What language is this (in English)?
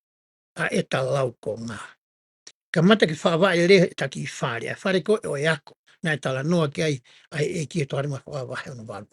Tongan